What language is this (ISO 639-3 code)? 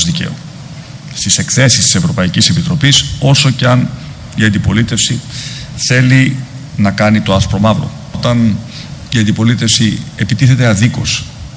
ell